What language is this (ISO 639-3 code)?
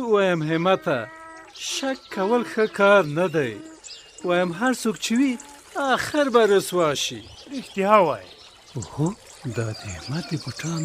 pus